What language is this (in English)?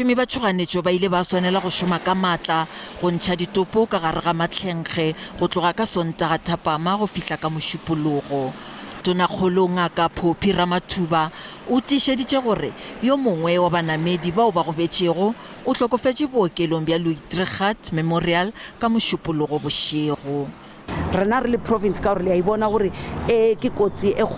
Northern Sotho